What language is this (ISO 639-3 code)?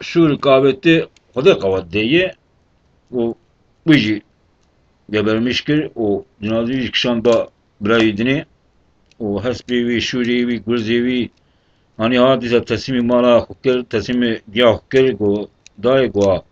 kur